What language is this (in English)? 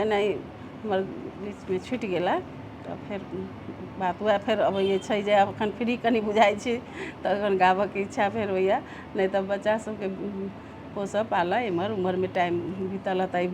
Maithili